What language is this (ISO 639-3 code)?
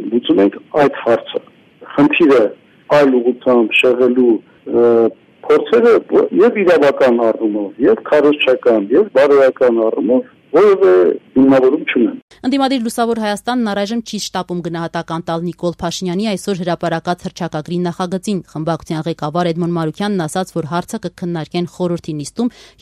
hye